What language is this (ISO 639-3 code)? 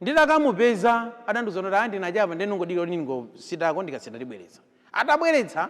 nya